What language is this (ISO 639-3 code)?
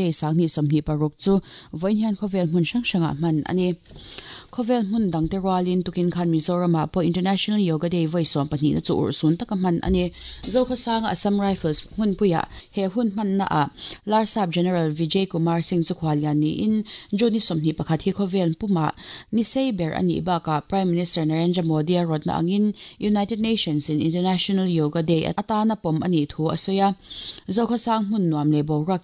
lus